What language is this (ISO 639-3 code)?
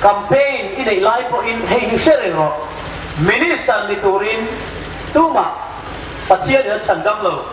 hmr